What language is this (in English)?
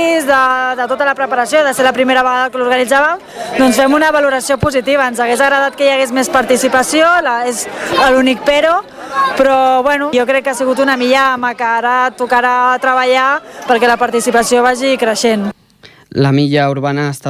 Catalan